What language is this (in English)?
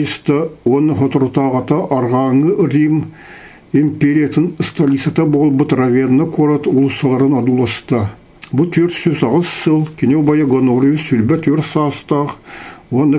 Yakut